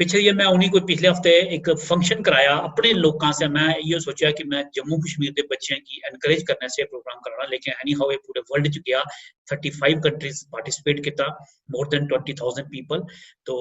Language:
Dogri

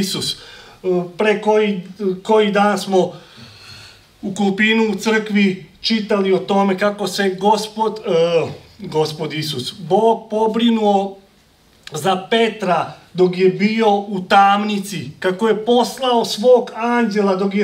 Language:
Serbian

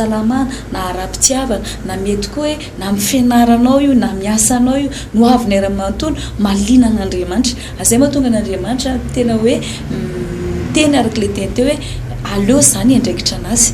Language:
Malagasy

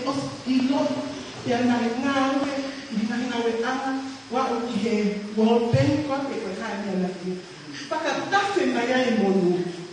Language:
Tongan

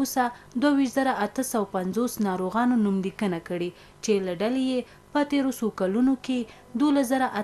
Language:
Pashto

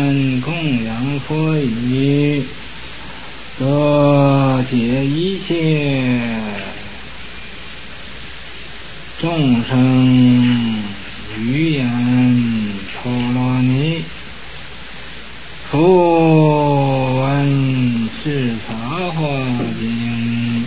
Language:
Chinese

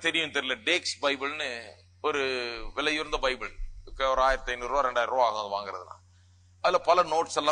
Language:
Tamil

